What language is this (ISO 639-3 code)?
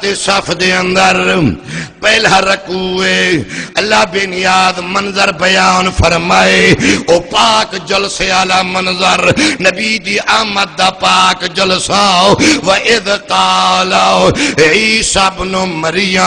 skr